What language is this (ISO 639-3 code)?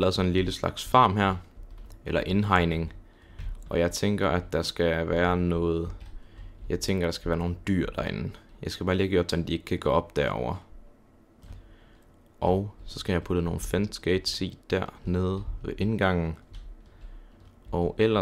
dan